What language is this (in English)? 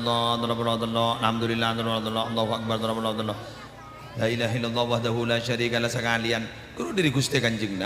Madurese